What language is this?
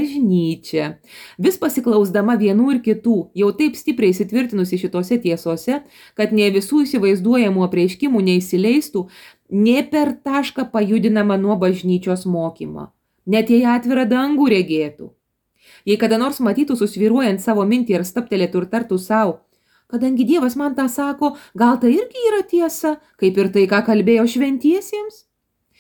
Lithuanian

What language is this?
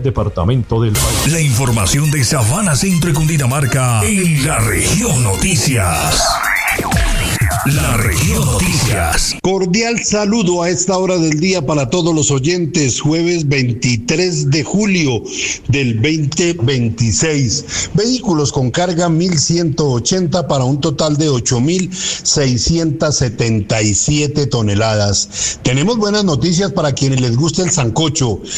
Spanish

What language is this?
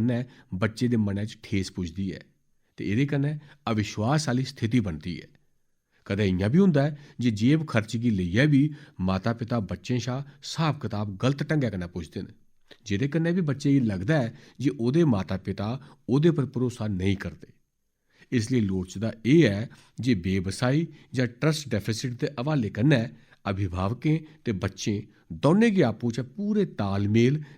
Dogri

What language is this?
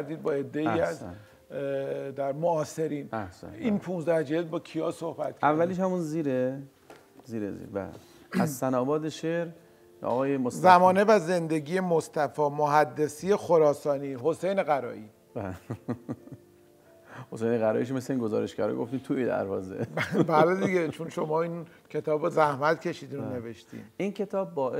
Persian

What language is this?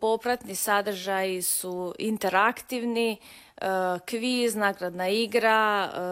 Croatian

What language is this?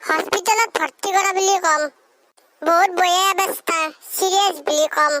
Assamese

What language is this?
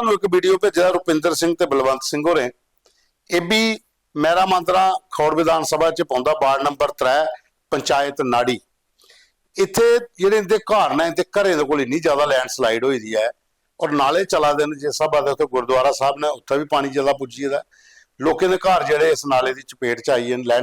Dogri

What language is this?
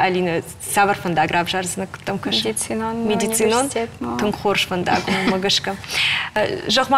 Ossetic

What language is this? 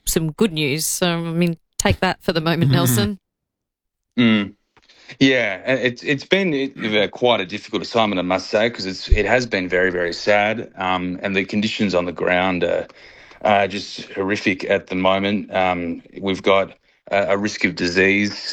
English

